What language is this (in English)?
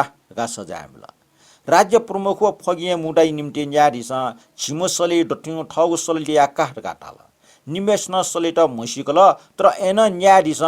Newari